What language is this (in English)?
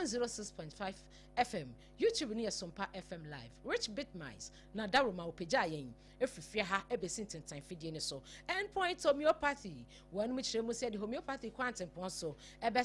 Akan